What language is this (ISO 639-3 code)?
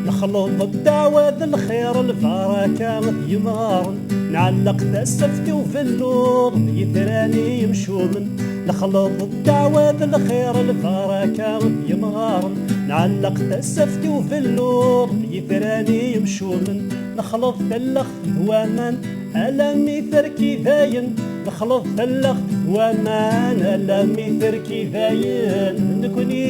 kab